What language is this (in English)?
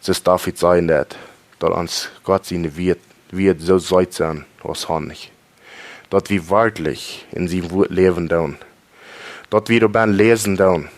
Plautdietsch